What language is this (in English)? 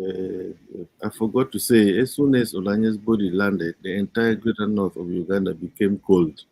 Acoli